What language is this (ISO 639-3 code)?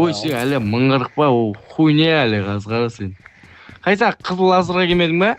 kaa